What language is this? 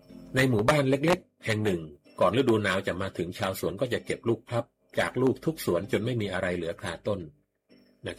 Thai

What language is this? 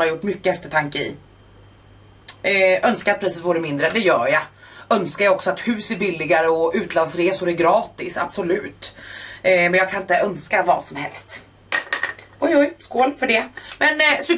Swedish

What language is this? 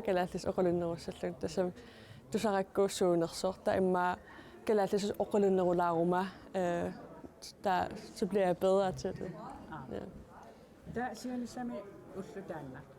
Kalaallisut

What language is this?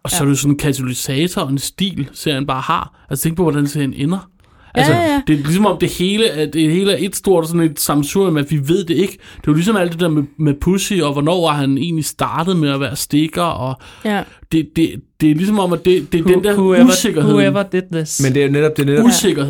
Danish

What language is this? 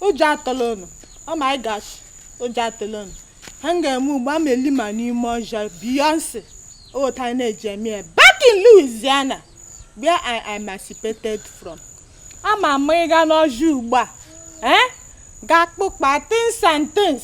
Igbo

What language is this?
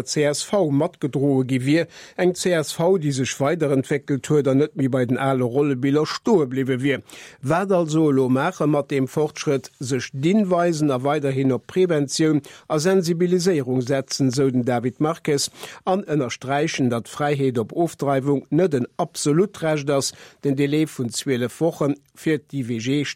Luxembourgish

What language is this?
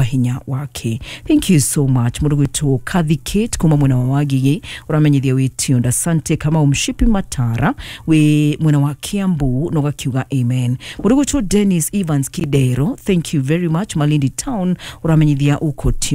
Kikuyu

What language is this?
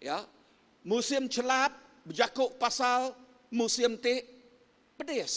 Iban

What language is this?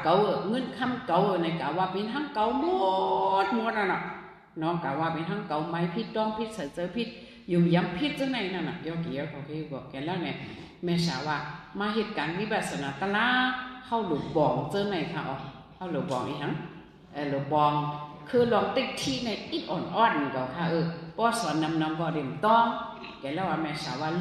Shan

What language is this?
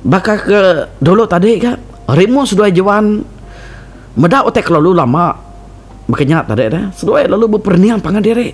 Iban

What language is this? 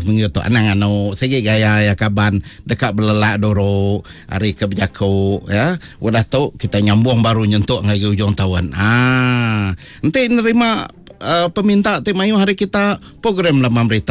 Iban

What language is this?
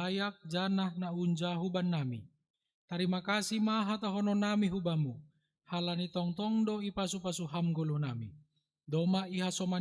Batak Simalungun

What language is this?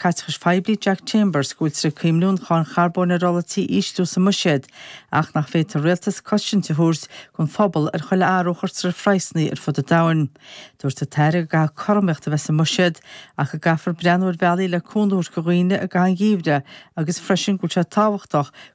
Irish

